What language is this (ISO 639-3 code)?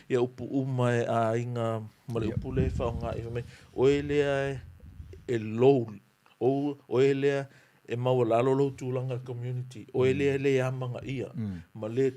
smo